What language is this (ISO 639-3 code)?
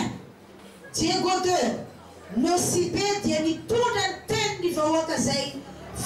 mlg